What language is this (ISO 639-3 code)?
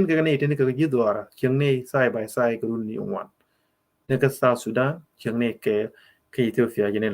nus